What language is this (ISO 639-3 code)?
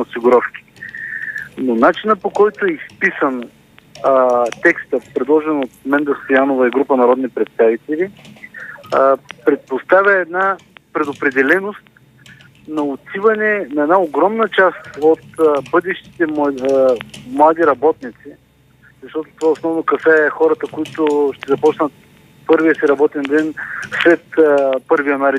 bul